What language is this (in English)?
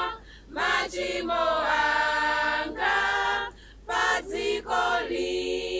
Nyanja